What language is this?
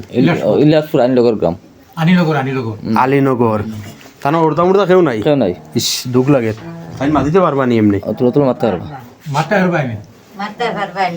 Sylheti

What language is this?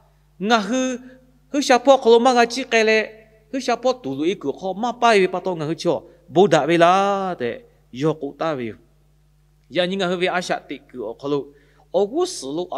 Lahu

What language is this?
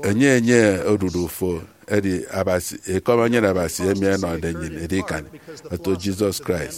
Efik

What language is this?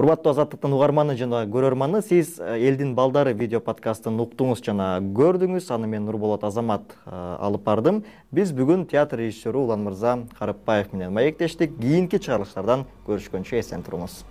Kyrgyz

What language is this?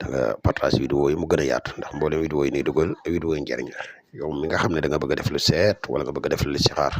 Wolof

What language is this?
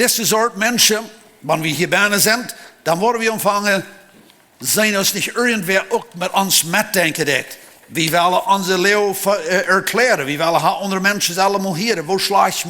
Plautdietsch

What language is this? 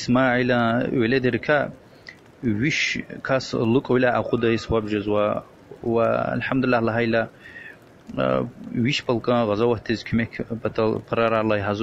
Lezghian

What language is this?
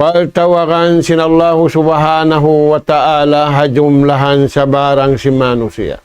Tausug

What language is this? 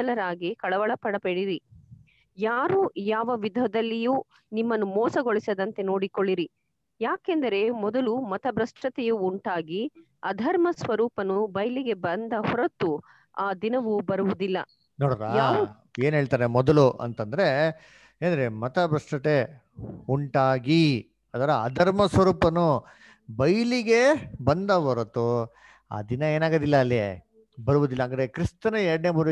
Kannada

